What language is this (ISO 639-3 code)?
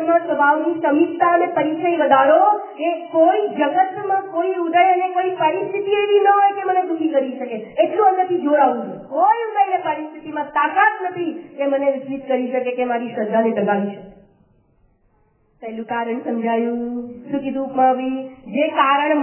guj